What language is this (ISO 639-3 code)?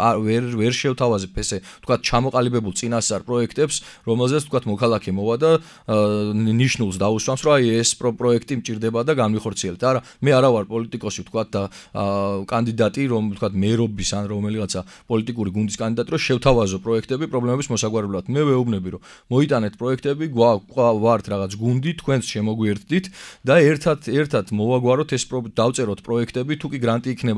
kat